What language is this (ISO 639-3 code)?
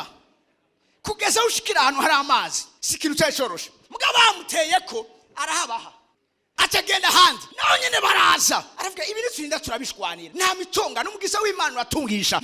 run